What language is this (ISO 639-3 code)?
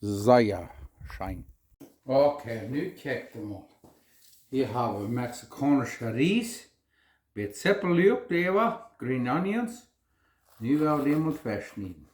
pdt